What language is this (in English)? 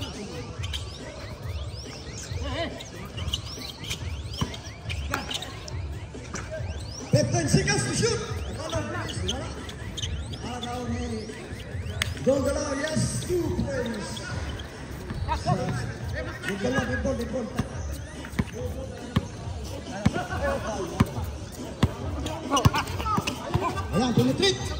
Filipino